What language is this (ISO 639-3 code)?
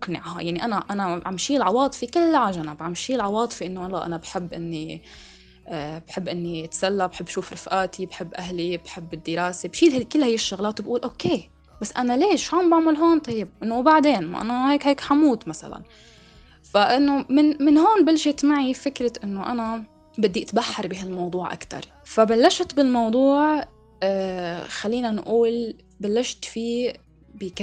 apc